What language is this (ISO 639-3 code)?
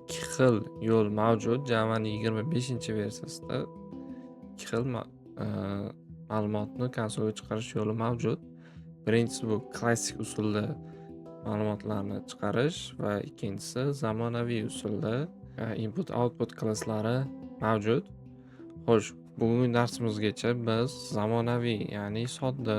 uzb